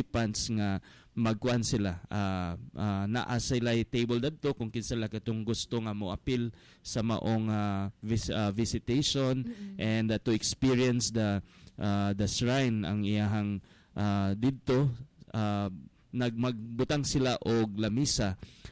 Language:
Cebuano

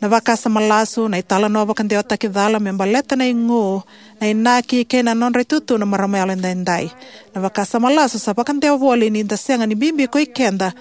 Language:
Fijian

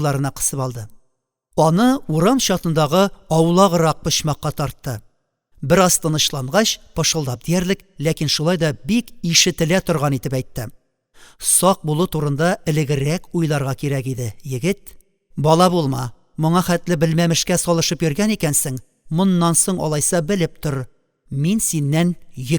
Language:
Tatar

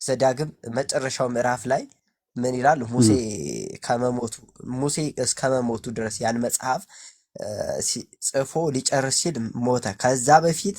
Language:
Amharic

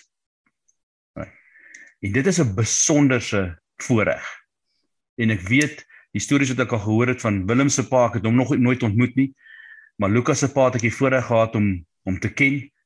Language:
Afrikaans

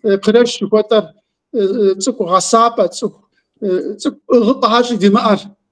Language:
Kabardian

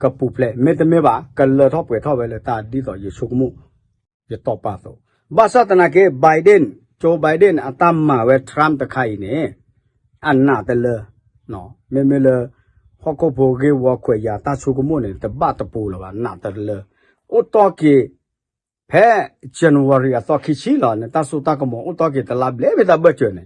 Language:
S'gaw Karen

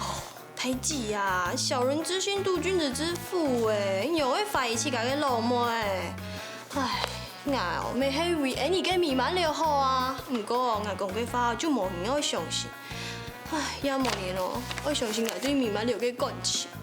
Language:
Hakka Chinese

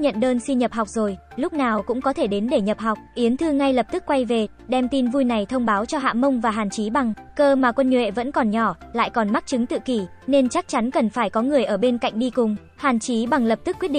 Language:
Vietnamese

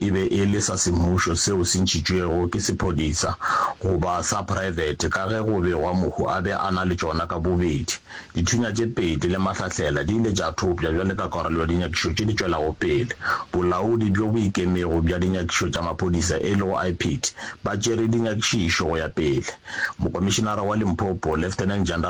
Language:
Northern Sotho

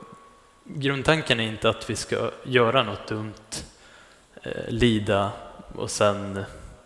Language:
Swedish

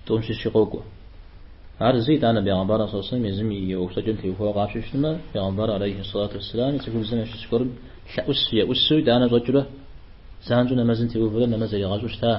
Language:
Kabardian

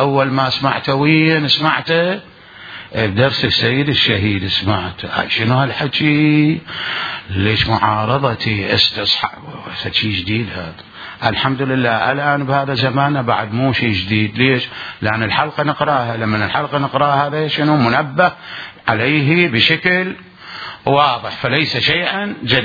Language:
Mesopotamian Arabic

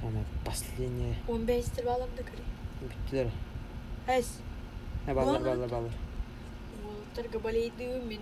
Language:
Yakut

